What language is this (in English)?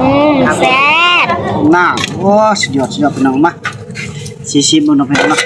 Northeastern Thai